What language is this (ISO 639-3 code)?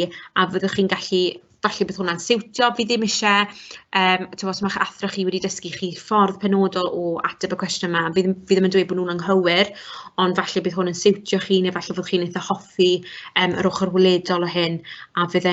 cym